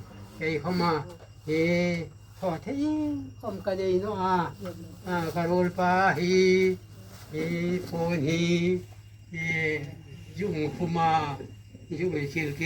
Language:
Hmar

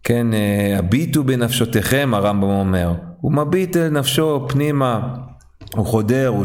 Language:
Hebrew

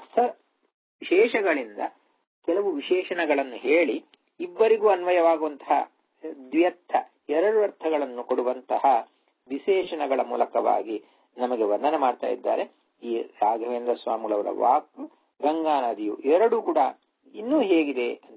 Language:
Kannada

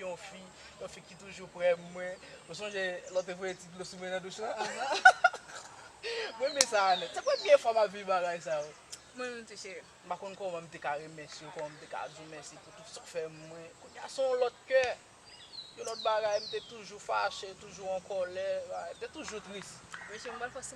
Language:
Haitian Creole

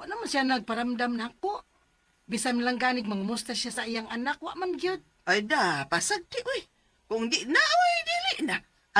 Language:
Cebuano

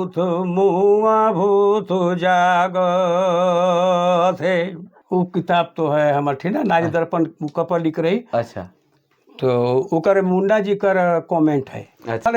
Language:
Sadri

